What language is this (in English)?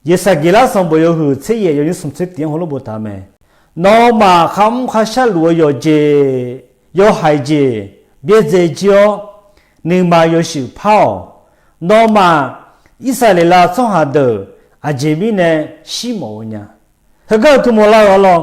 Akha